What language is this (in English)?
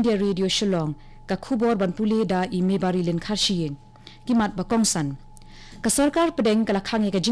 Khasi